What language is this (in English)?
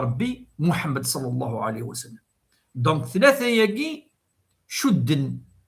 Kabyle